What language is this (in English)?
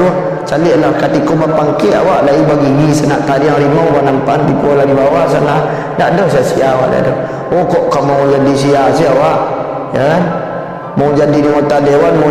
Minangkabau